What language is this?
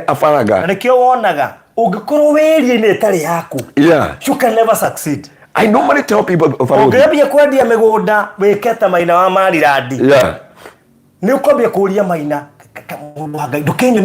Kikuyu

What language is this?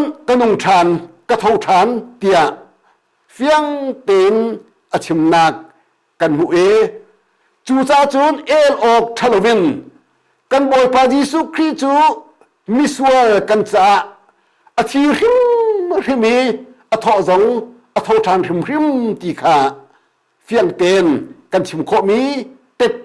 Hakha Chin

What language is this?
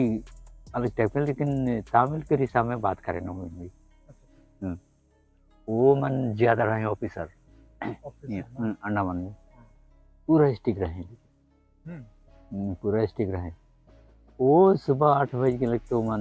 Sadri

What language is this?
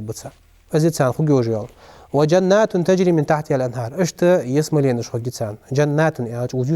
Ingush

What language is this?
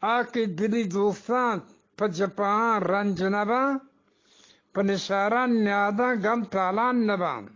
Eastern Balochi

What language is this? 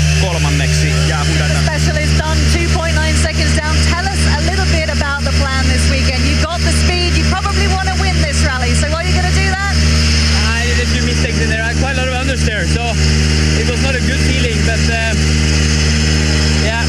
Finnish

